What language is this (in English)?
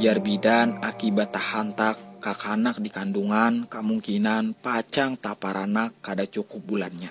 Banjar